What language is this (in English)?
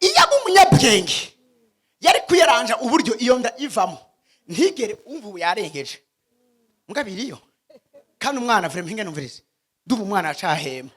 Rundi